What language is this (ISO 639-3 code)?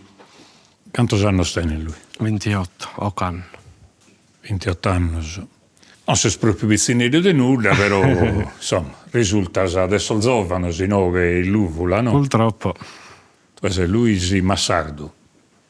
srd